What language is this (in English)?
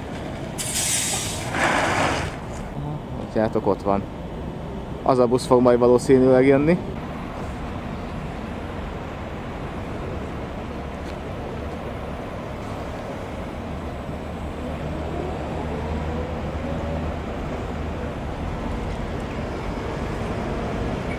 Hungarian